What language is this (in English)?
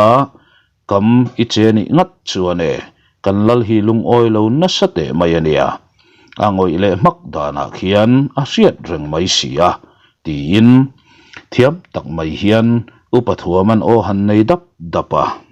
Mizo